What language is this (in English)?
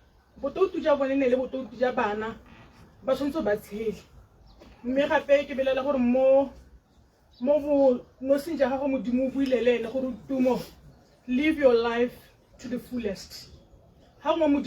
Tswana